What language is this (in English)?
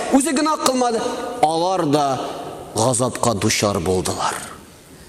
Tatar